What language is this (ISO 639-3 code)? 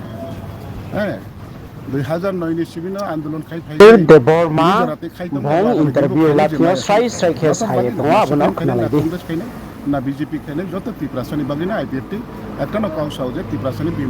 ria